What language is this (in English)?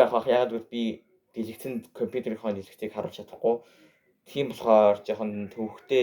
Mongolian